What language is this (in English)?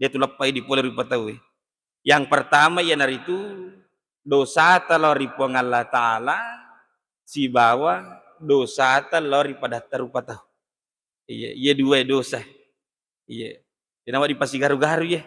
Buginese